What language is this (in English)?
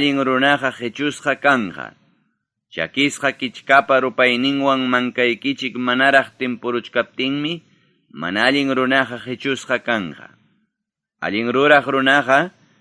Ayacucho Quechua